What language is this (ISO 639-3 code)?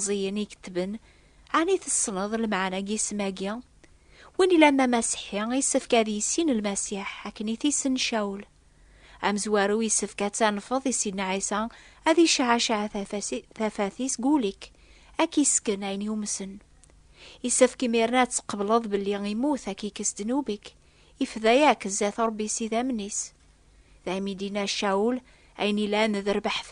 kab